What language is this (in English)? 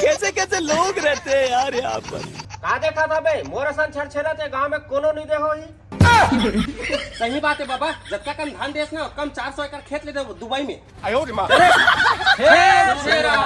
Chhattisgarhi